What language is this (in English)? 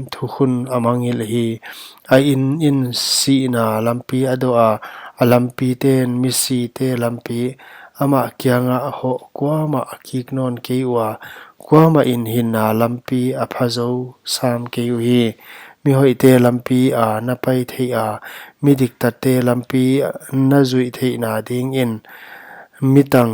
Paite Chin